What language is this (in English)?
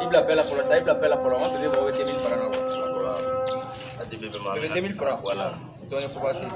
Bambara